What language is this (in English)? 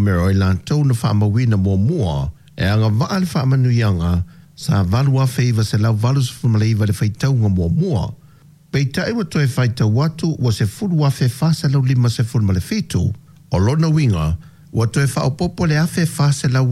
Samoan